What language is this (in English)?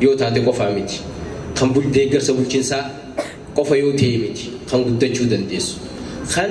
Oromo